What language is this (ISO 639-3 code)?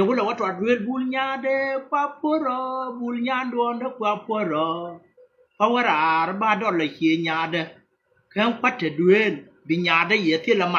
nus